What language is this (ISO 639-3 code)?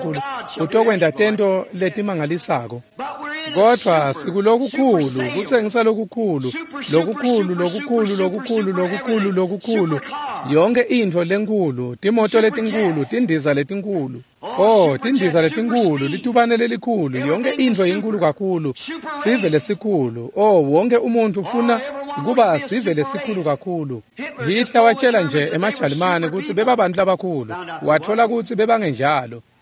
ssw